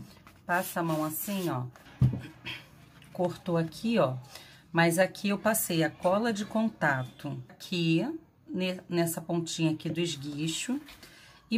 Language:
Portuguese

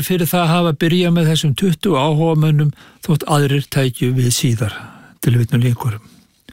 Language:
Icelandic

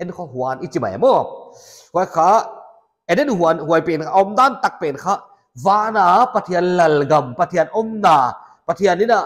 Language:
Paite Chin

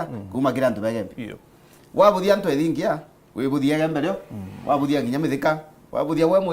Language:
Meru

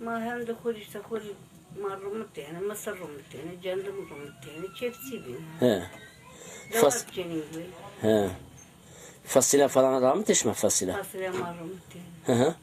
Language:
Zaza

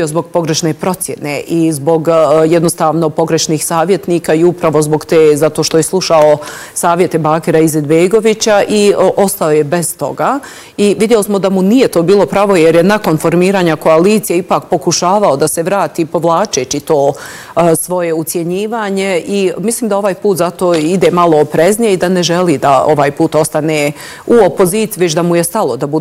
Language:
Bosnian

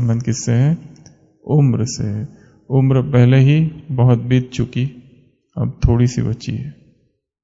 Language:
Hindi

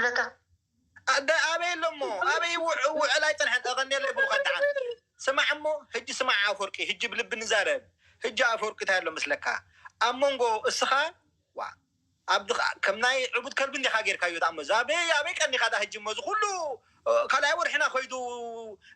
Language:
Tigrinya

